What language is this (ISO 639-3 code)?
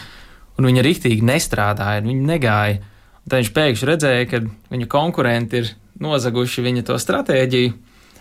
lav